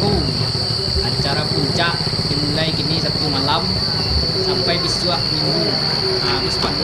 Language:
Minangkabau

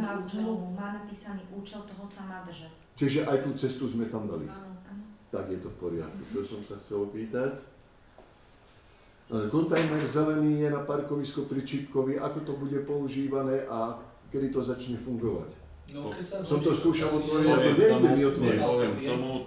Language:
Slovak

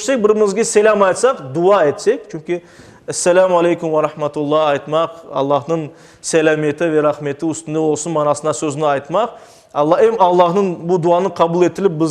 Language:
Crimean Tatar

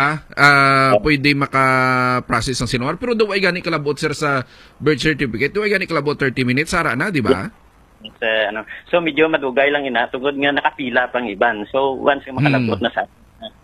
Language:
Hiligaynon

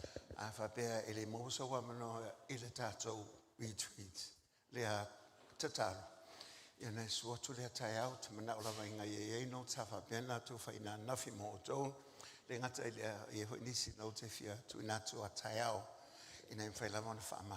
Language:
Samoan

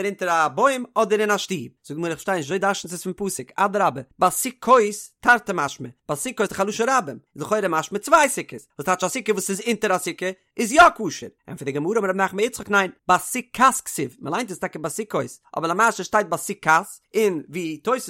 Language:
Yiddish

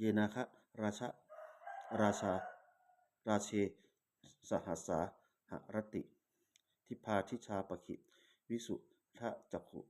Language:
Pali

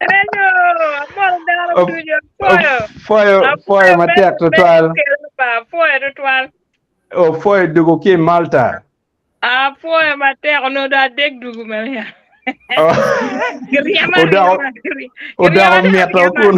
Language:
Acoli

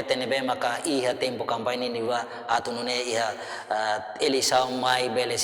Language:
Tetum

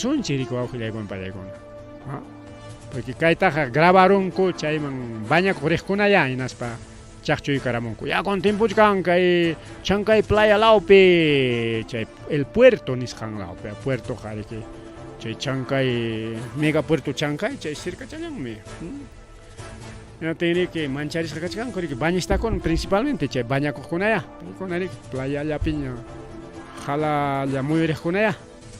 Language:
Ayacucho Quechua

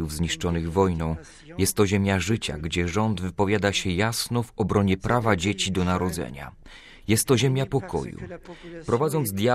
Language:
Polish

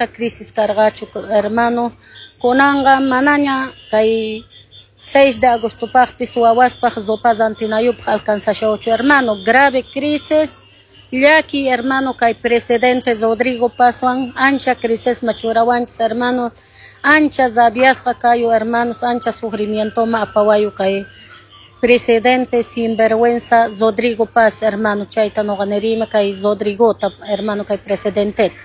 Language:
Quechua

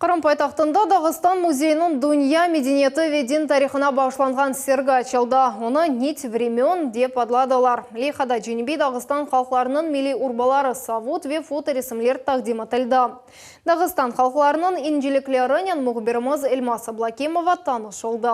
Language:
Crimean Tatar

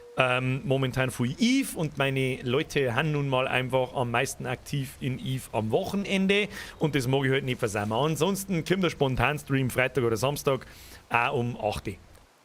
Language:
Bavarian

